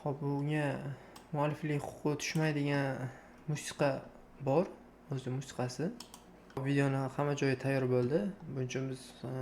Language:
Uzbek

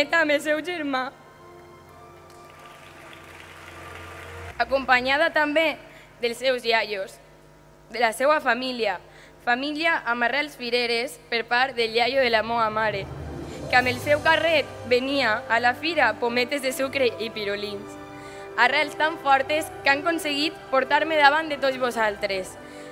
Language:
Catalan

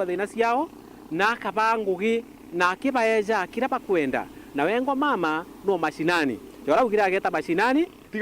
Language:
Meru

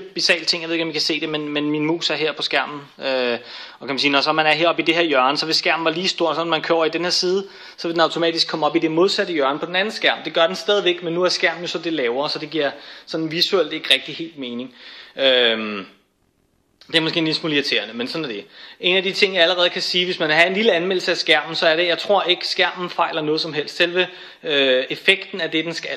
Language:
Danish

